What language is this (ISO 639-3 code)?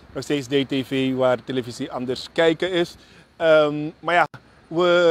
nld